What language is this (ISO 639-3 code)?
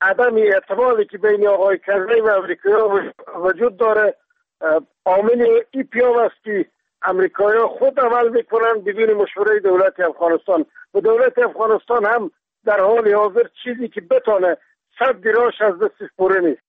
fas